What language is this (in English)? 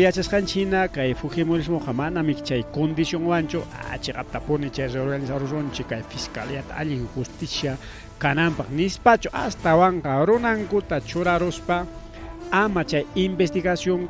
Ayacucho Quechua